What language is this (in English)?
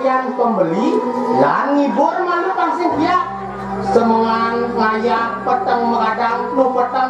Balinese